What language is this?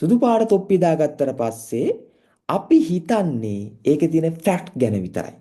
Sinhala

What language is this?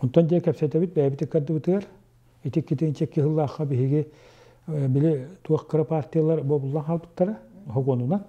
Yakut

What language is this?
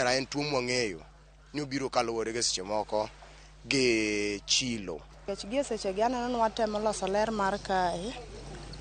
Luo (Kenya and Tanzania)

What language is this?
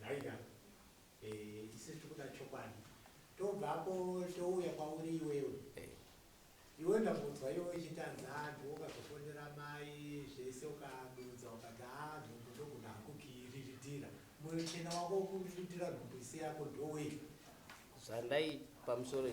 Shona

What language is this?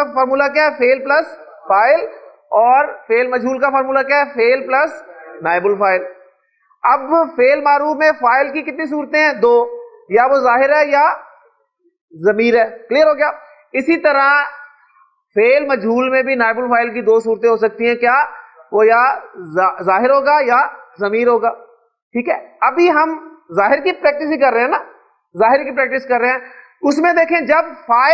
Urdu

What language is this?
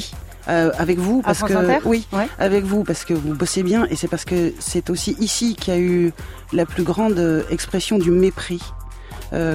French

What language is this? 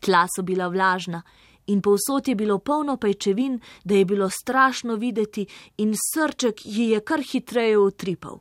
Slovenian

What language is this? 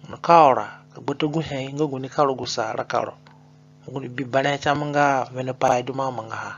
Zande (individual language)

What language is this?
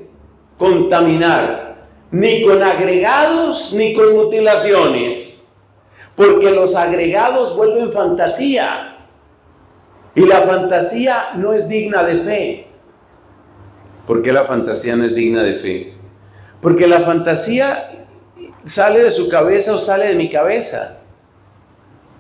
Spanish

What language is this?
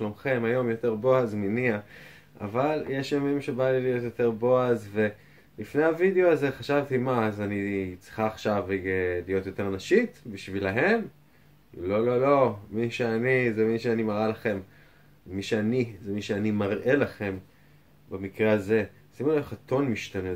Hebrew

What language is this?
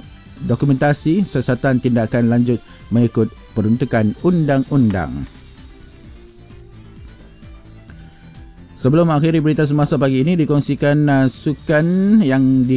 Malay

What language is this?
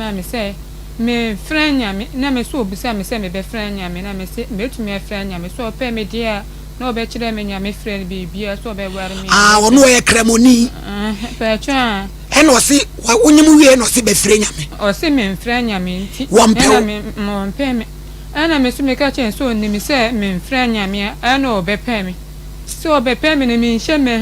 Akan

